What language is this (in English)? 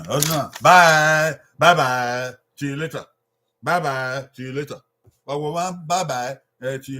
Bini